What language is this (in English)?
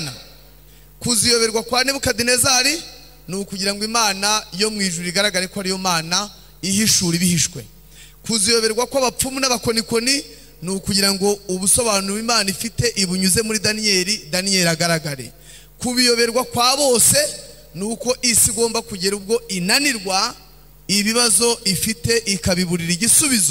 Kinyarwanda